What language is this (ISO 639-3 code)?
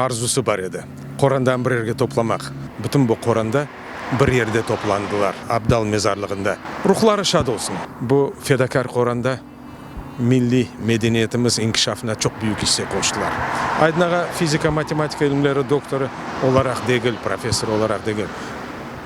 crh